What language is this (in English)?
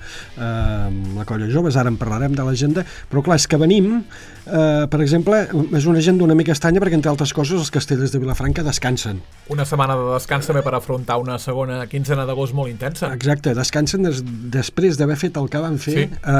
Catalan